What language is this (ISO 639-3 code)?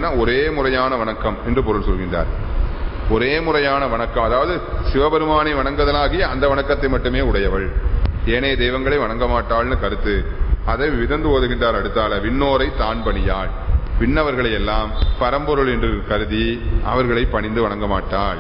tam